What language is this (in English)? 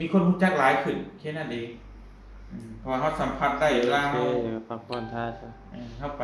Northeastern Thai